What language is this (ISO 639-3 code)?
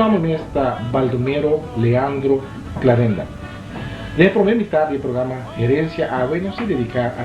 pap